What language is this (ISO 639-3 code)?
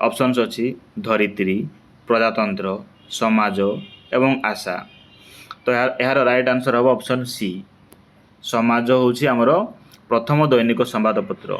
ori